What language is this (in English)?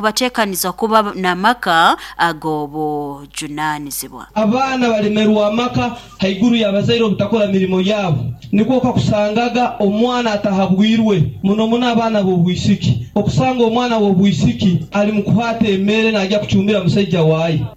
Nyoro